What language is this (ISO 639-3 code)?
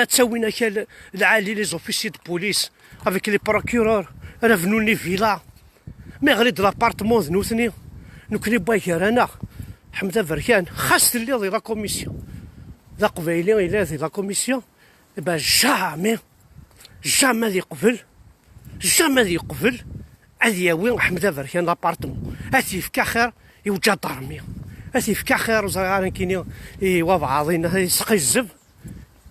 kab